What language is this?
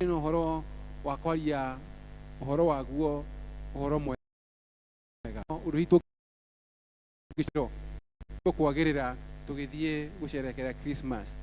Kikuyu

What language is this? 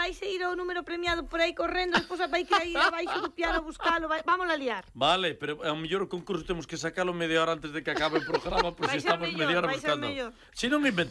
Galician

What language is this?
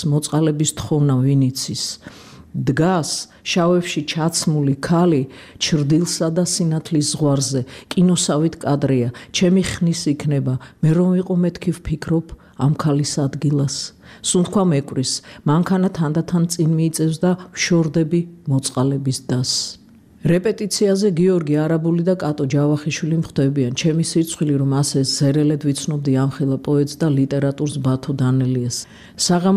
Georgian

